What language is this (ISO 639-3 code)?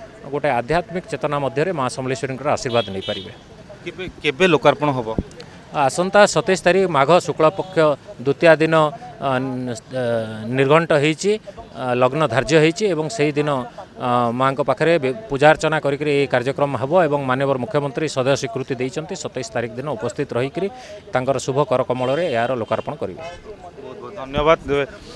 ori